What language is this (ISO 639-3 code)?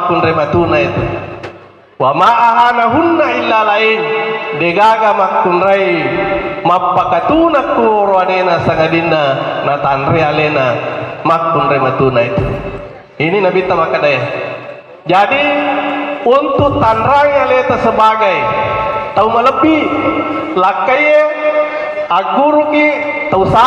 bug